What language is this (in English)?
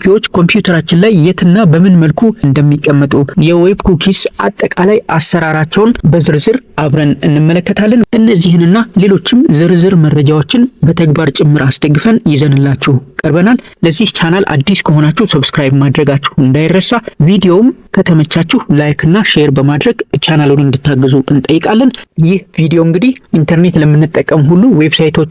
Amharic